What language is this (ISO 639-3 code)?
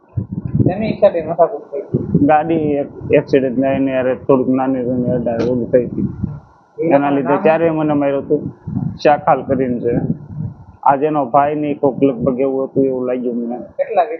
guj